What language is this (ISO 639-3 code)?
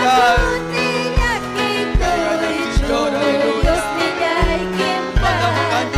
quy